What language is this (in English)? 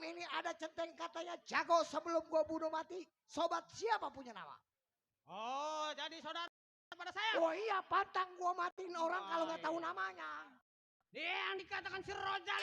Betawi